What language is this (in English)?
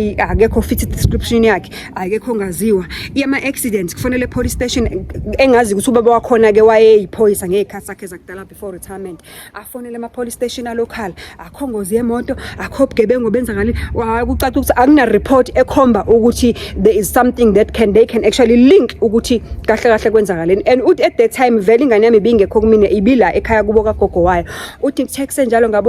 Zulu